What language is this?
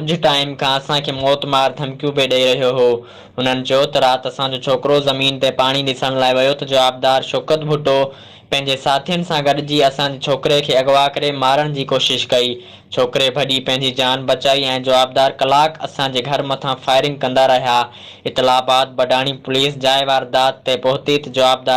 Sindhi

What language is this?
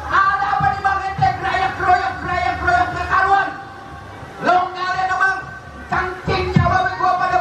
Betawi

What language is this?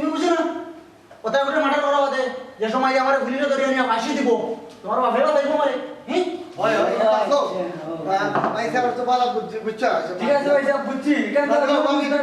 Sylheti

